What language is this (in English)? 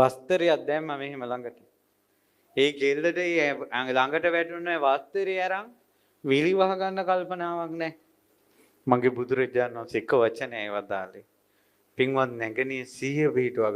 Sinhala